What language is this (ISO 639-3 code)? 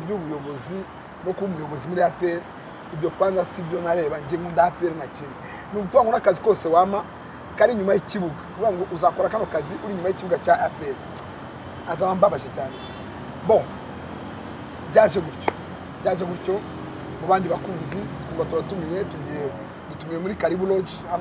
kin